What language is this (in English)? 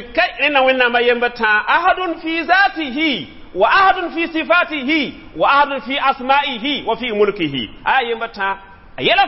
Mossi